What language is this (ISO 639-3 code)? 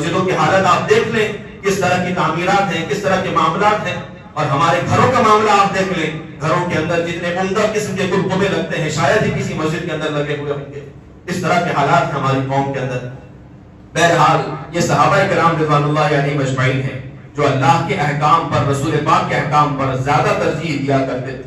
urd